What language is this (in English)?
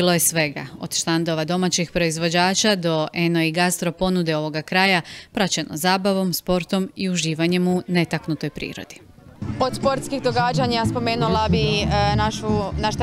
Croatian